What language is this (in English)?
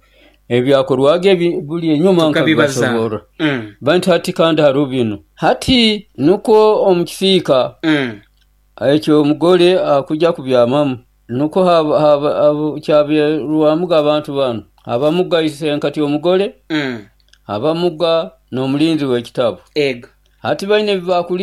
Nyoro